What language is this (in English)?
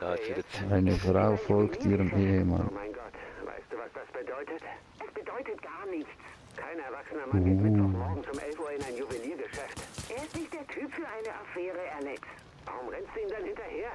Swiss German